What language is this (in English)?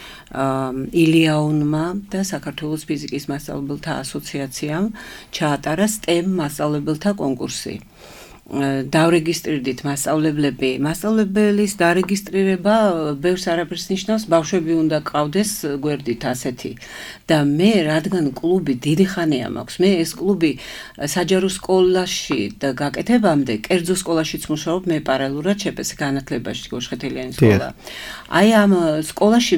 Georgian